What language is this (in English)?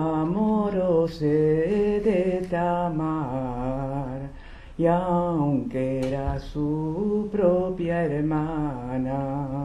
Ladino